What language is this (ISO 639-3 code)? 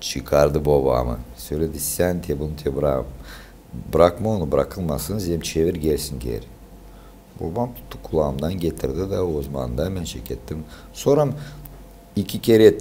gag